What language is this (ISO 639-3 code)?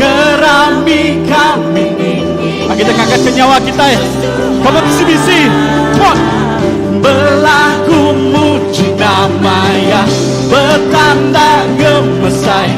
iba